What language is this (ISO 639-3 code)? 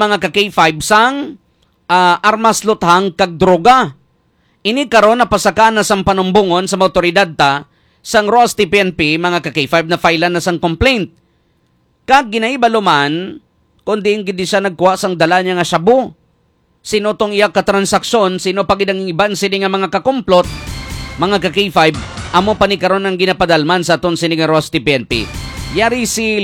hil